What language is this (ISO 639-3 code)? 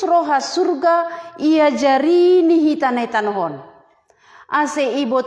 bts